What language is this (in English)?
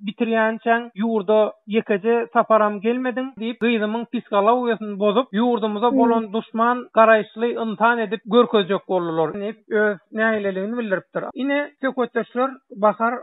Turkmen